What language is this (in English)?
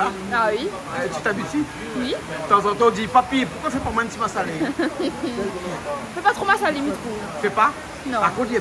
Réunion Creole French